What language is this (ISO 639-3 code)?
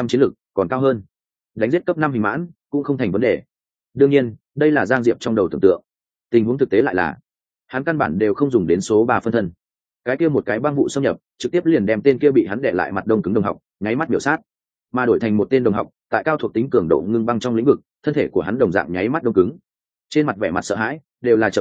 vie